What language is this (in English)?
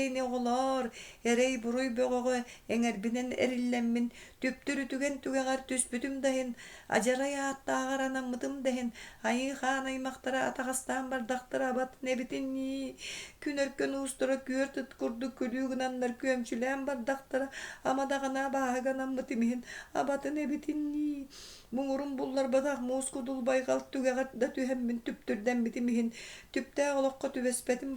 Yakut